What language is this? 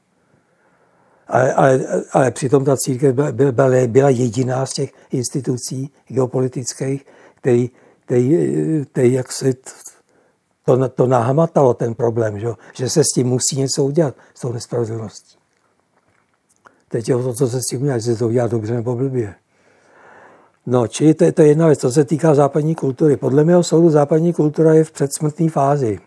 Czech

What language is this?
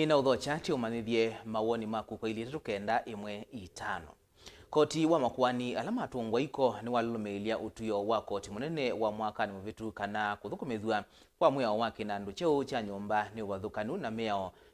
Kamba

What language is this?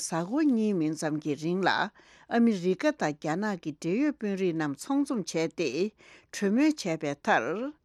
Tibetan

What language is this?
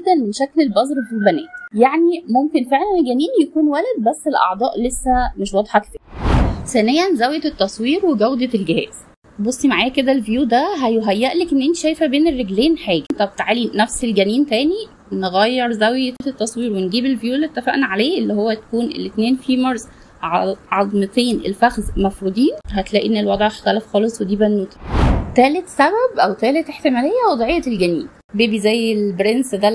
Egyptian Arabic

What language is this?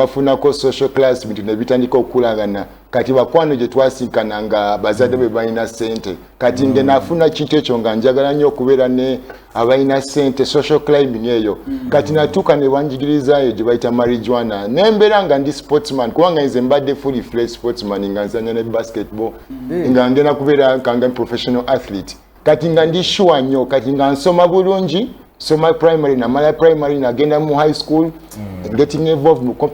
Ganda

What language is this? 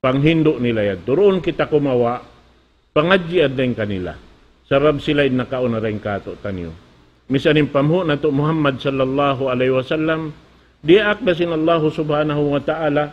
Tausug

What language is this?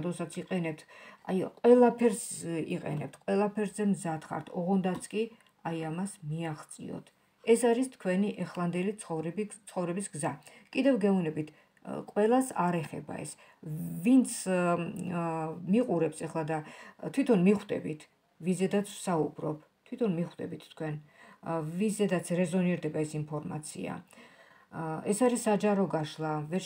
Georgian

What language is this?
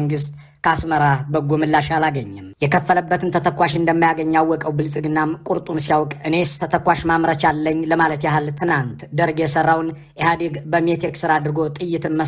Amharic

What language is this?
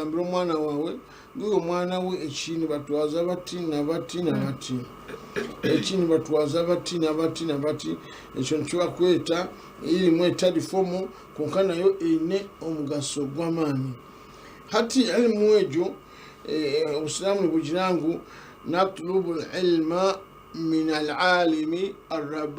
Nyankole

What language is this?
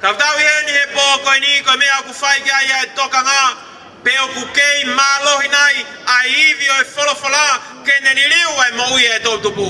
Tongan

